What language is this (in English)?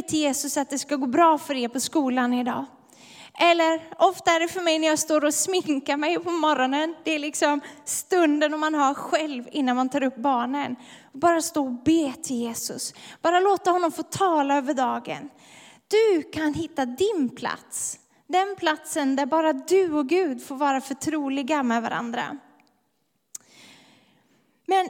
Swedish